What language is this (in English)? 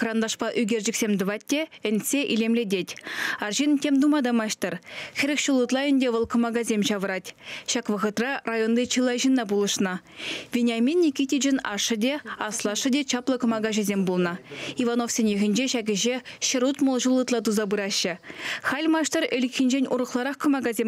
Chuvash